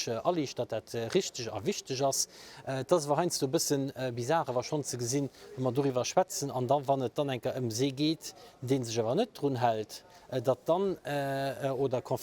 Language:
Luxembourgish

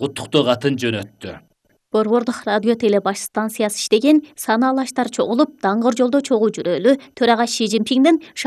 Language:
Kyrgyz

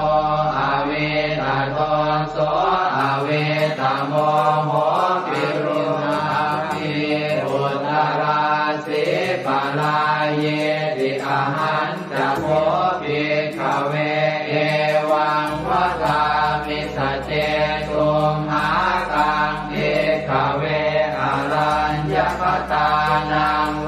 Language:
Pali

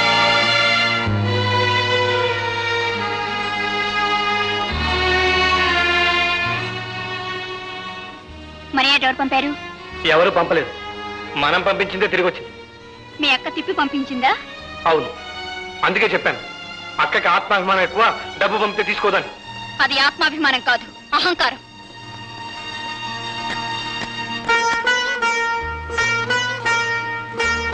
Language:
Telugu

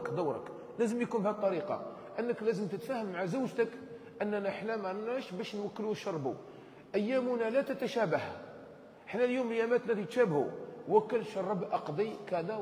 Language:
Algerian Arabic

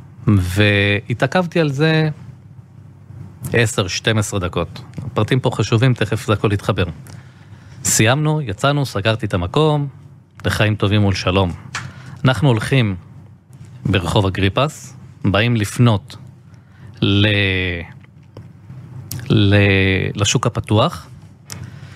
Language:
Hebrew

